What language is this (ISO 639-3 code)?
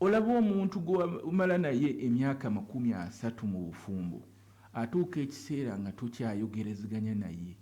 lug